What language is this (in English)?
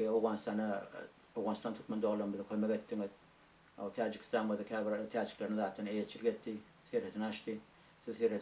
Turkmen